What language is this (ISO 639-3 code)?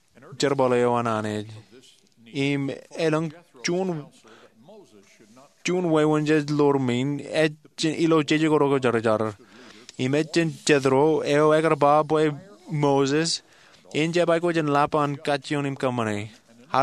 mah